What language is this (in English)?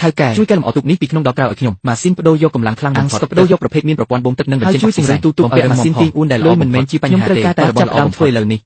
Khmer